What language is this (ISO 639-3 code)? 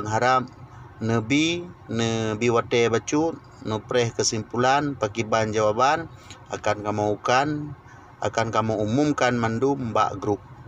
ace